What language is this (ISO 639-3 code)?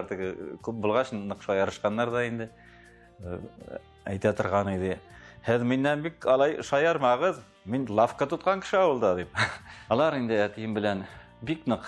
tat